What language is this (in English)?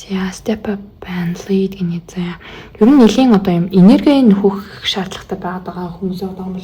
Mongolian